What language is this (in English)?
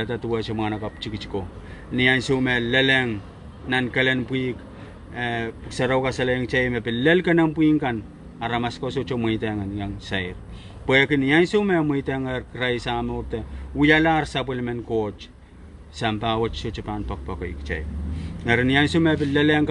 Pohnpeian